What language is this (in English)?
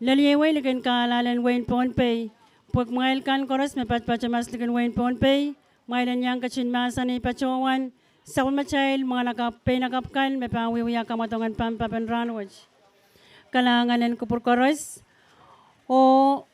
Pohnpeian